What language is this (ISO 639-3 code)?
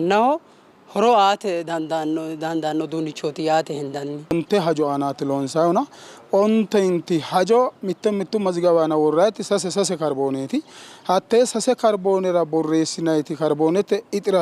sid